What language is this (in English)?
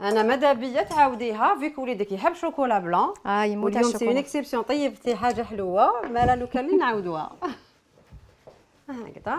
Algerian Arabic